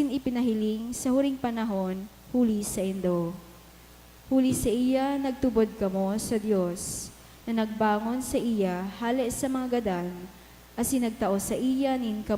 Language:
Bikol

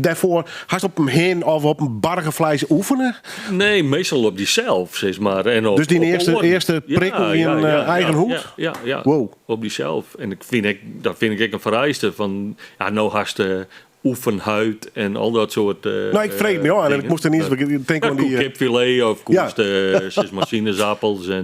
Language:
Western Frisian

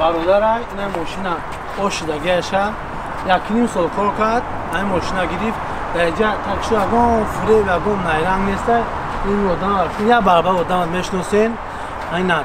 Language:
Tajik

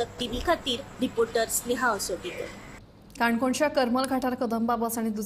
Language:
Konkani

